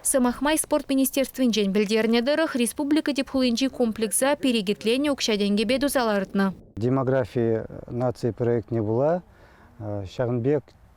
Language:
Chuvash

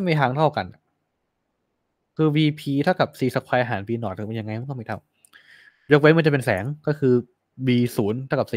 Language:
Thai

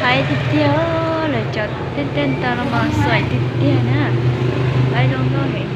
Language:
Hmong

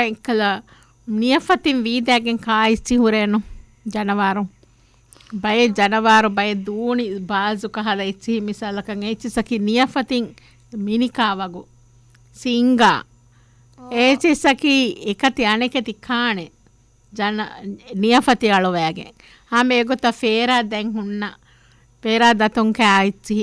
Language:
Divehi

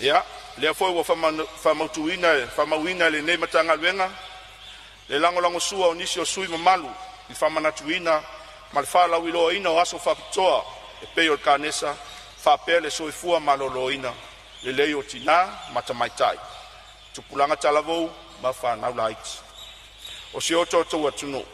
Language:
Samoan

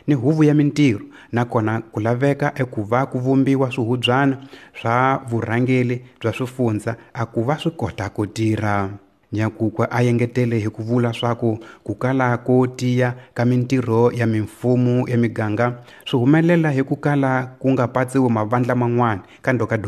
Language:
Tsonga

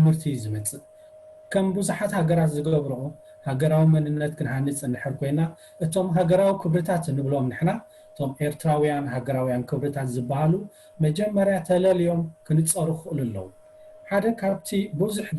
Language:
Tigrinya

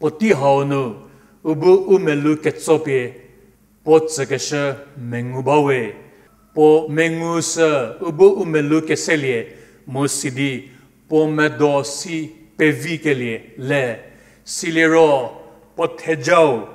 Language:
Angami Naga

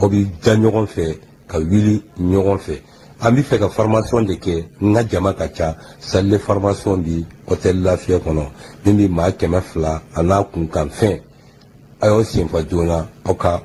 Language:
Bambara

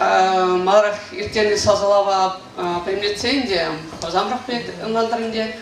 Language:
Chuvash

